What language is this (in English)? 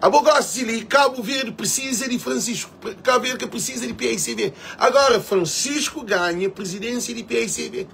Kabuverdianu